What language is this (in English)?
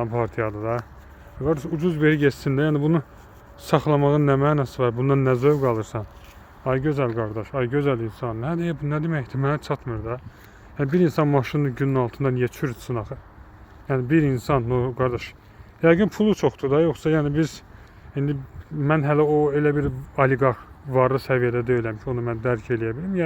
Azerbaijani